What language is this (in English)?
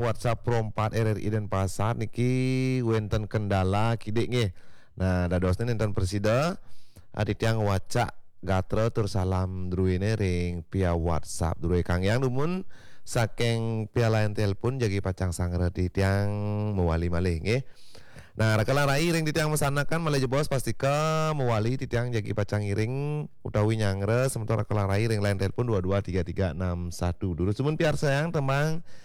Balinese